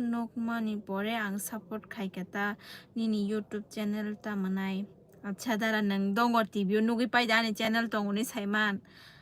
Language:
Kok Borok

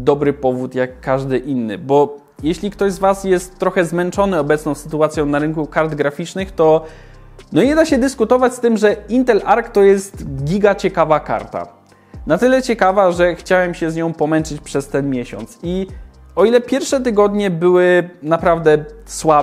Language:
Polish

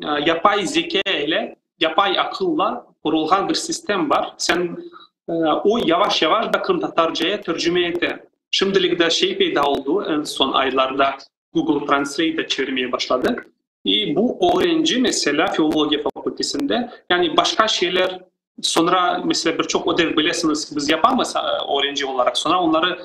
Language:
Crimean Tatar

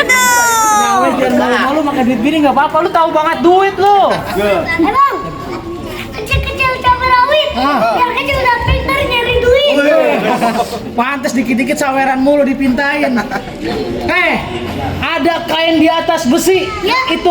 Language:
Betawi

